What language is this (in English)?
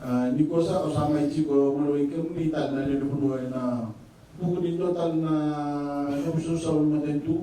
Fijian